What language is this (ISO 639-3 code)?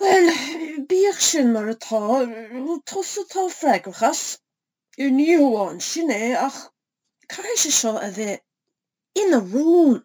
gle